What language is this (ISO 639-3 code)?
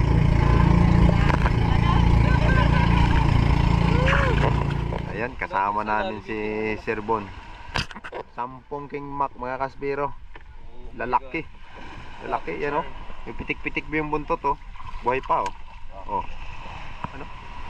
fil